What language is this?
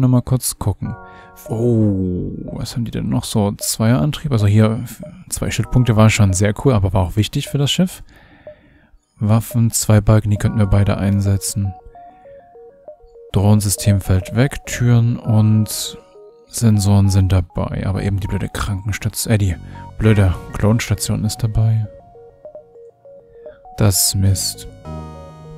German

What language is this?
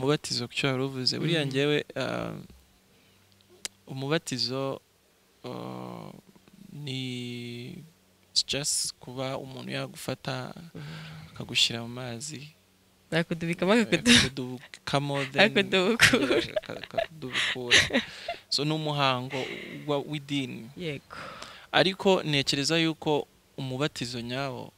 Kinyarwanda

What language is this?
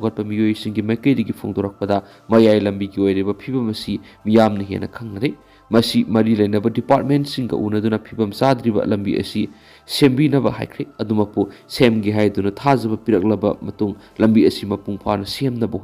Manipuri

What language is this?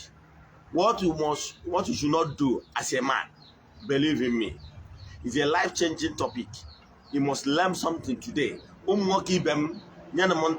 Igbo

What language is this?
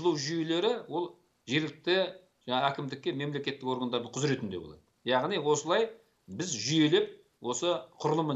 Kazakh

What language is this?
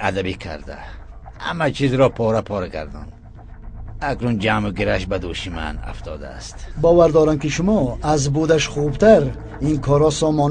Tajik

